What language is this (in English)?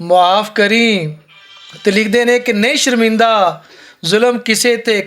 Western Panjabi